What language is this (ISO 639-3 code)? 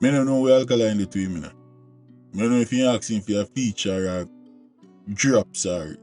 jam